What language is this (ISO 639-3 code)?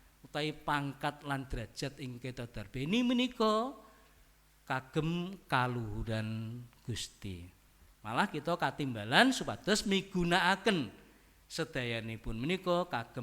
jav